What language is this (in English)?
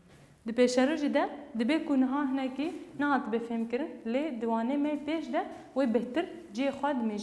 Kurdish